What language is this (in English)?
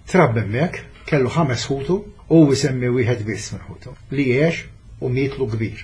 Maltese